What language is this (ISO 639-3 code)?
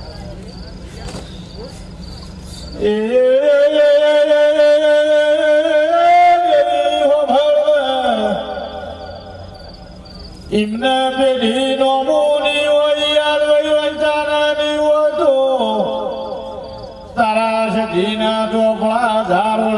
guj